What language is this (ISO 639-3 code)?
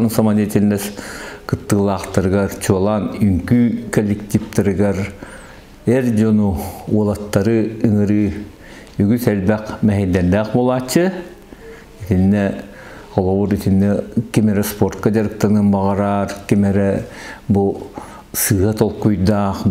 sah